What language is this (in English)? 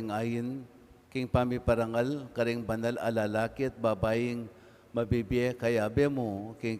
Pampanga